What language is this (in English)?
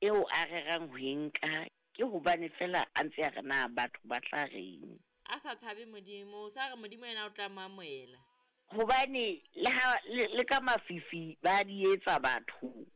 Southern Sotho